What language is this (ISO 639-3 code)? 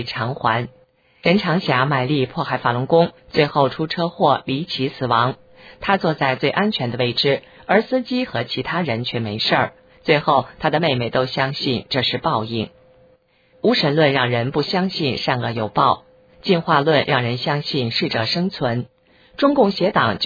zho